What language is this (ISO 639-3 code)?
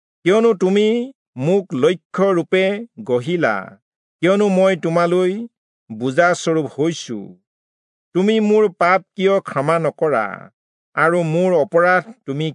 asm